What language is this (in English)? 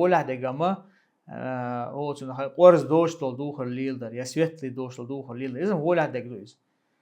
Chechen